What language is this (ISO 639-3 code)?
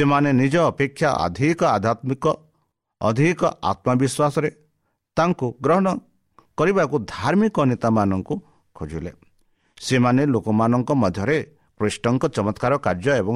ori